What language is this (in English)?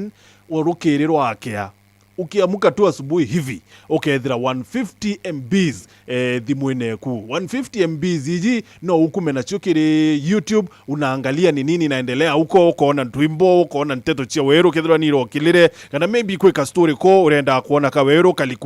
Meru